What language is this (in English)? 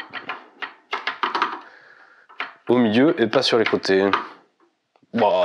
French